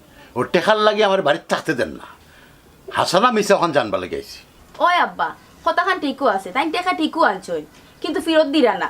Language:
Sylheti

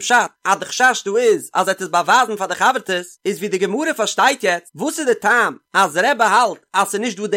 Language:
Yiddish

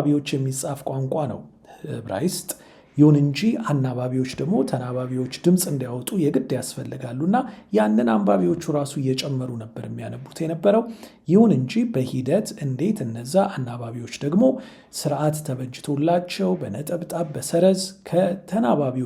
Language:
Amharic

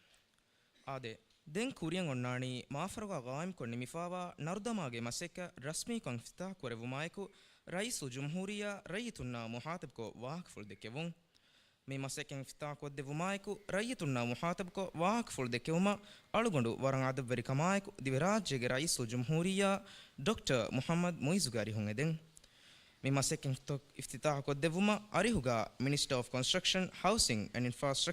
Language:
Divehi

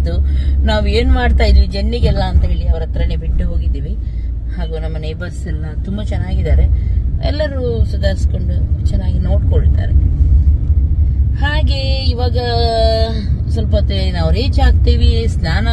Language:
Kannada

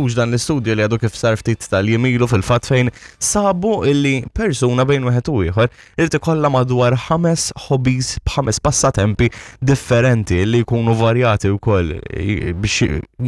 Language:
Maltese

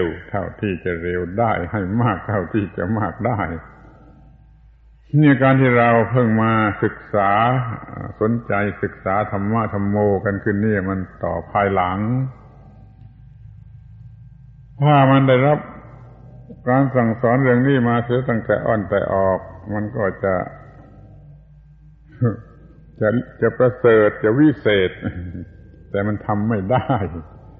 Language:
Thai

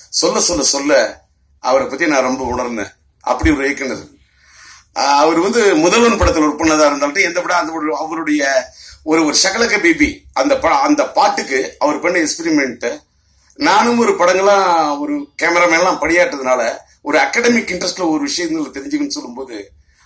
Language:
Tamil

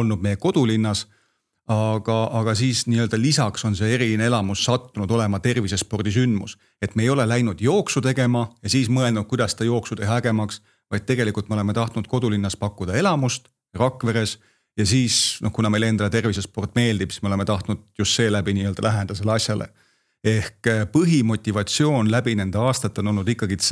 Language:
Estonian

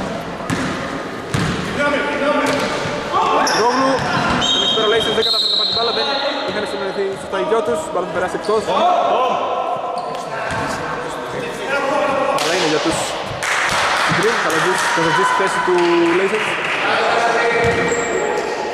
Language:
Greek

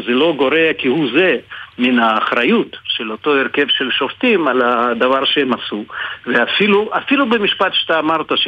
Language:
Hebrew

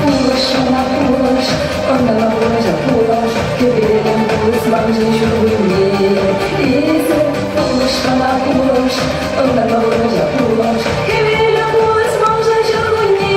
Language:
Chuvash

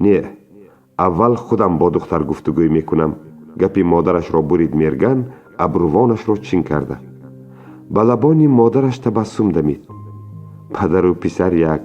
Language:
Tajik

